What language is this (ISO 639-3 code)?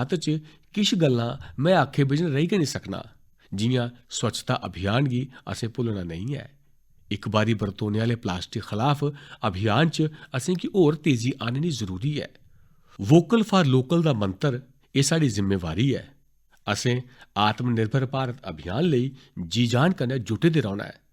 doi